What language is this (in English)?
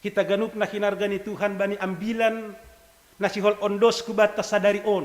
Batak Simalungun